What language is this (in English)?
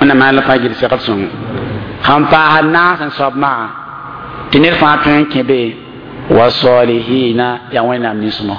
Mossi